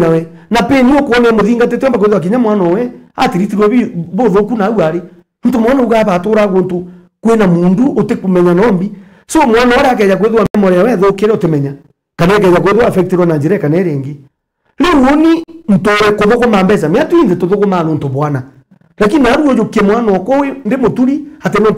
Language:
Meru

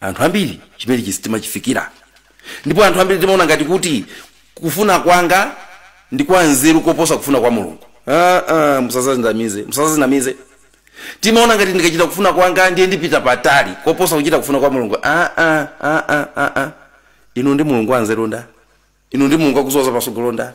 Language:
Nyanja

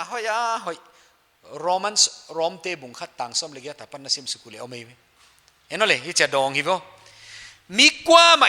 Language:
Paite Chin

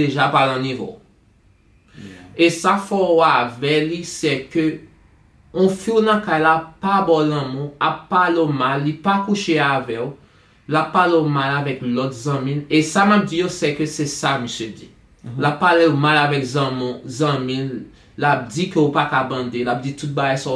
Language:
Haitian Creole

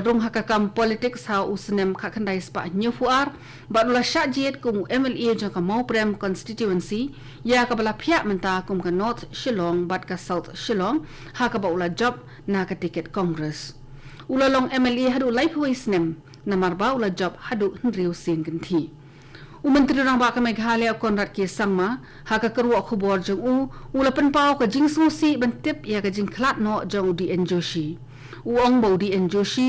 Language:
Khasi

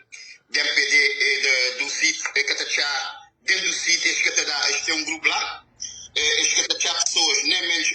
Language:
Kabuverdianu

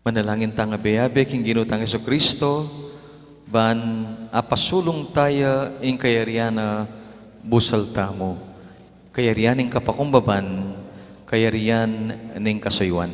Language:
Pampanga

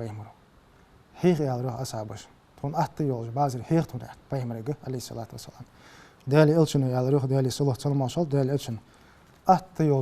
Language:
Ingush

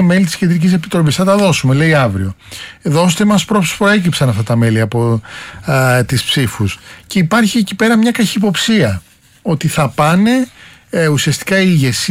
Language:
Greek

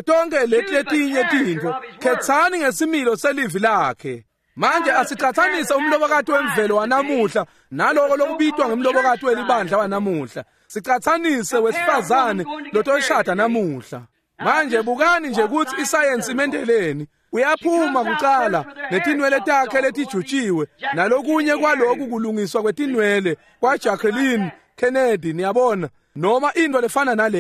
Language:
Swati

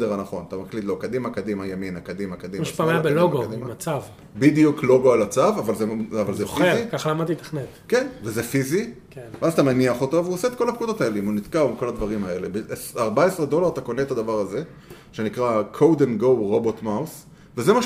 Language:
Hebrew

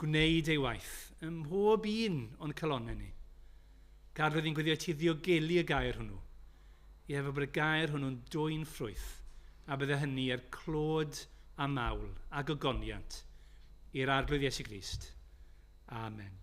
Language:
Welsh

